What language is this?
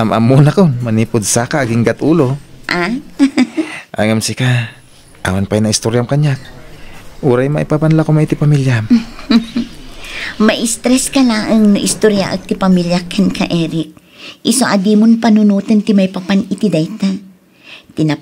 Iloko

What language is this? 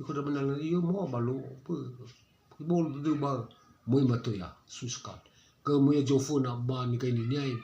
Nias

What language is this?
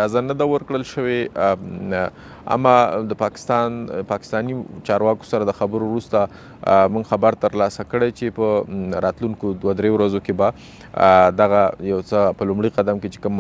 Pashto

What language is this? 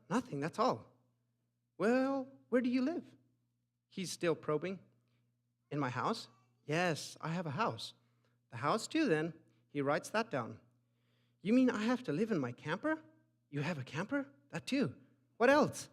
Plautdietsch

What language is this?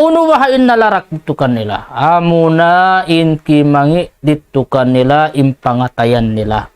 Tausug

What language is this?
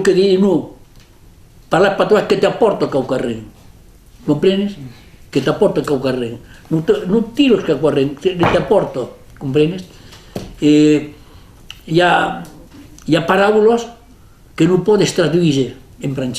Occitan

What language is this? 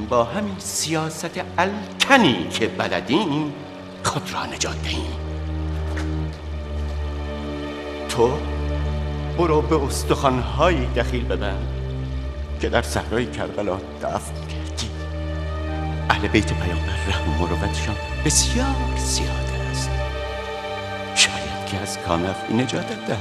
Persian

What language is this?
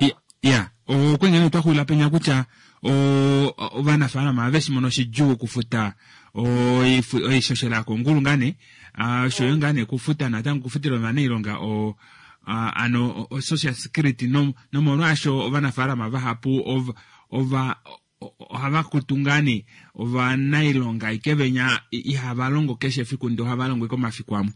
Kuanyama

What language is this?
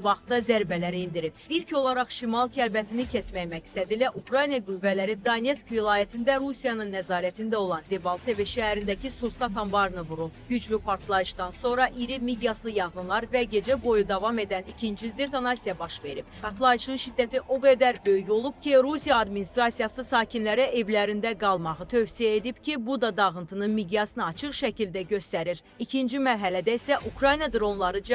Azerbaijani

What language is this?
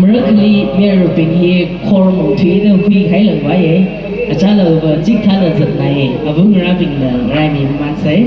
Tangkhul Naga (India)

